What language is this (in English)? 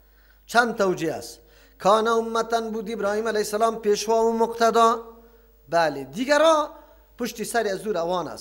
Persian